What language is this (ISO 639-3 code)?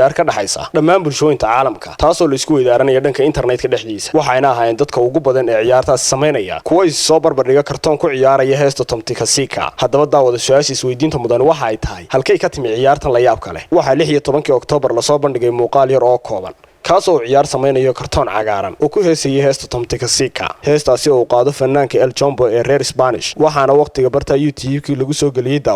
som